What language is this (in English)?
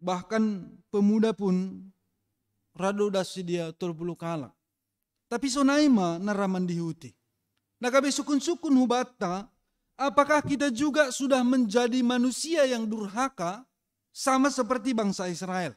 Batak Simalungun